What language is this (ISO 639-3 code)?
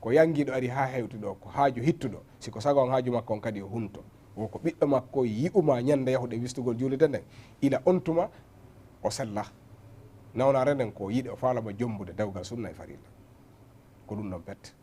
ful